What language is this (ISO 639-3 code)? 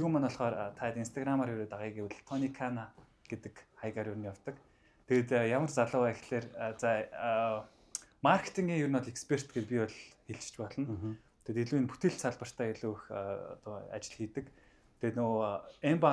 mon